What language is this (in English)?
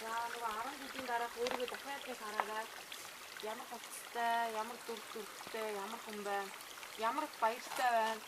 Mongolian